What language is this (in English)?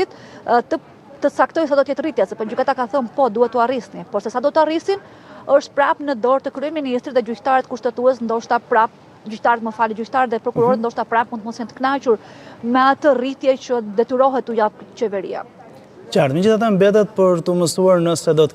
Albanian